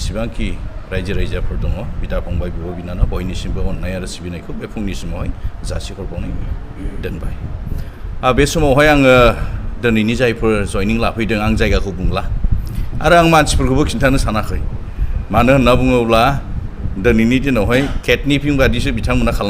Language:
Bodo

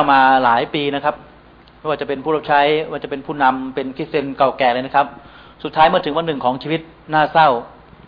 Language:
Thai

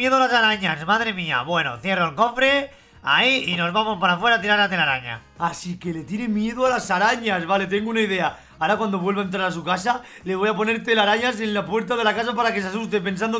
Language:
Spanish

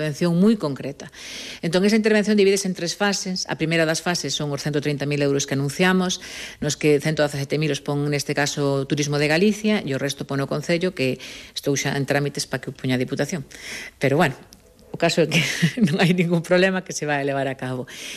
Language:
Galician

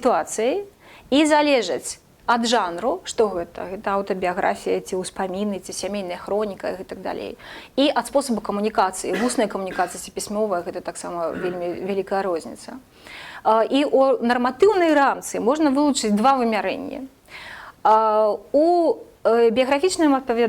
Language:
Belarusian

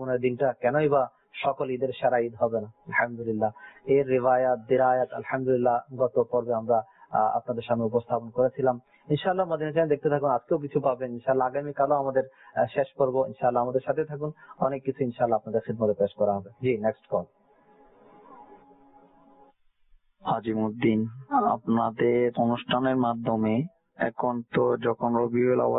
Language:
Bangla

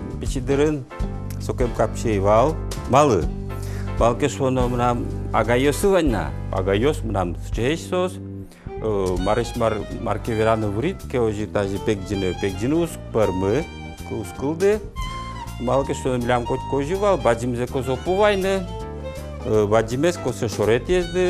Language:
Udmurt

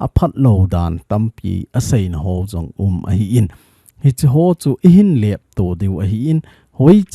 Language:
Thado Chin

